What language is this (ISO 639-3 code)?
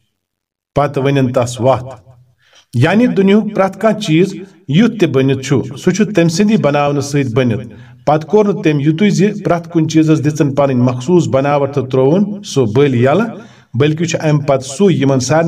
kas